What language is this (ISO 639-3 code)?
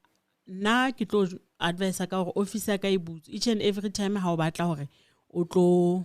sot